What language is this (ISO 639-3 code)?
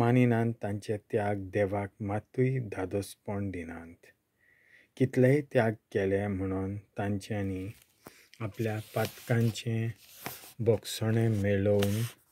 kok